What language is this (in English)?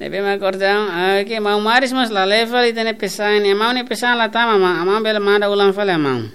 Tetum